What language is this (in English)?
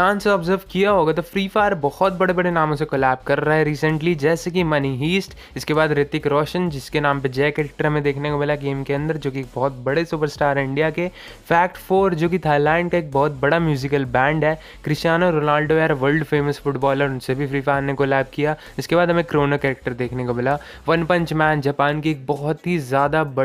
Hindi